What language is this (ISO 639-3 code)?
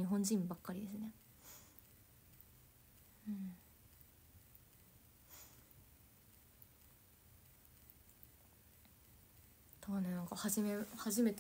jpn